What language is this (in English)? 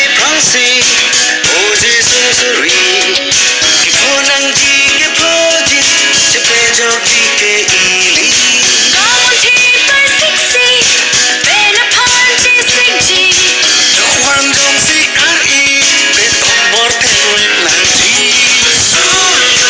Karbi